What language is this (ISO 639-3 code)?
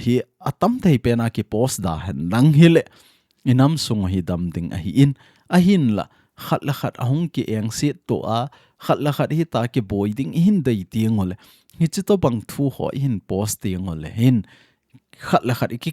tcz